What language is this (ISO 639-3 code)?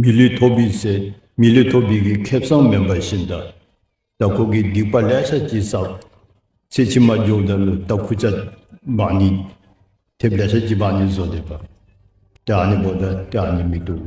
dzo